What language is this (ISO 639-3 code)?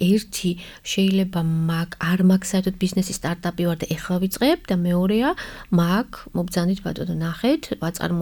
kat